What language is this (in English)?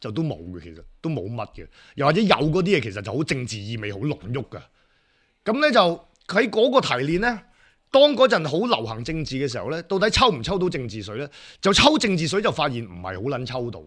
Cantonese